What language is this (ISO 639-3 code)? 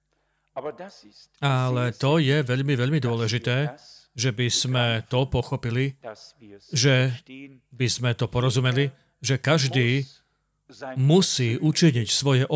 slk